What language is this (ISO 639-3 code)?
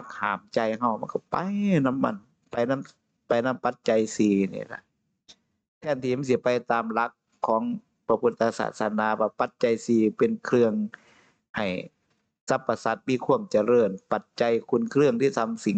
tts